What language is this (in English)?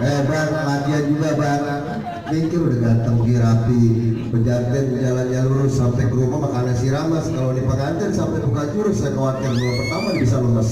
Betawi